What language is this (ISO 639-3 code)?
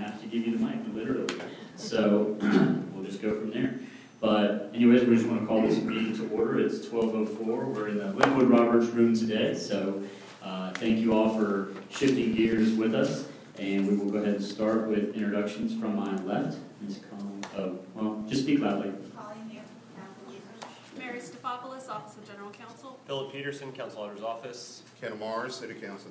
eng